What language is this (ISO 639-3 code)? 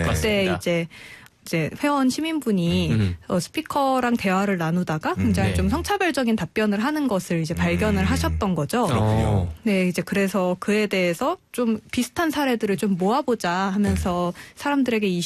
kor